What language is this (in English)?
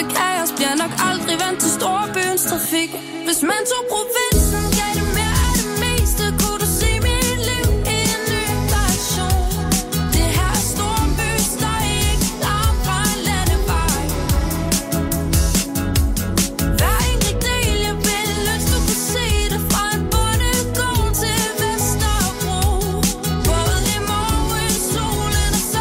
Danish